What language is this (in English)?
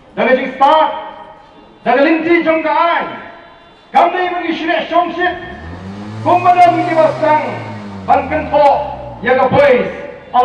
Khasi